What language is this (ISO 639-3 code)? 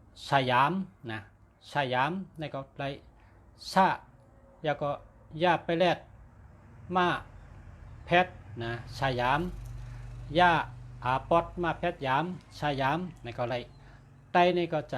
shn